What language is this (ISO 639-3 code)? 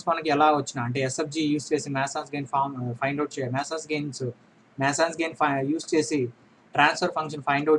tel